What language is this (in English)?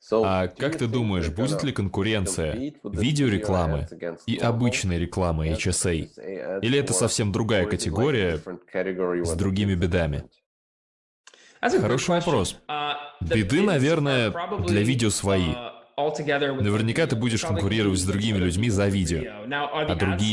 Russian